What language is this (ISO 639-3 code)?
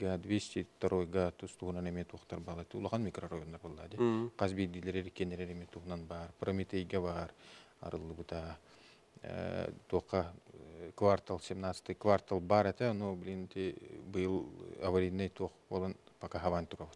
sah